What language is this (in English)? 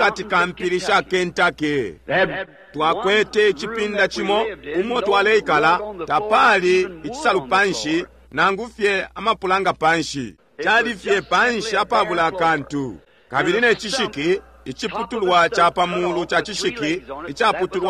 Bemba